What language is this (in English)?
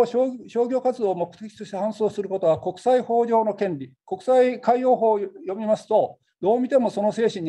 Japanese